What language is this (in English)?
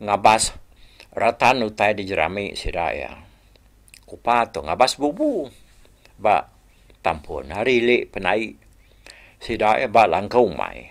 Iban